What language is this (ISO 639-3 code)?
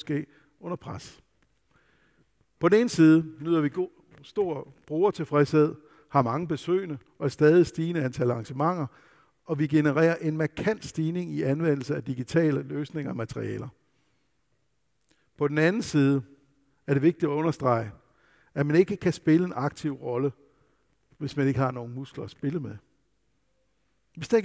dan